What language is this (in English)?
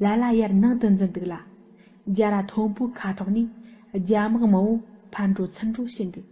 Tibetan